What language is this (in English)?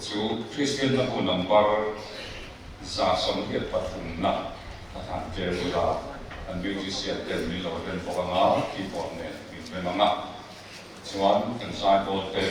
Mizo